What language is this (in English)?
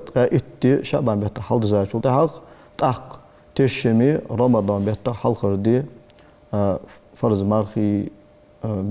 Ingush